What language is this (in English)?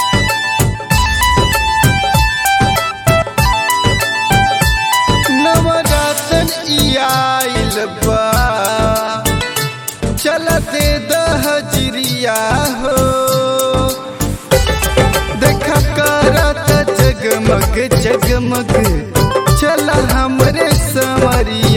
Bhojpuri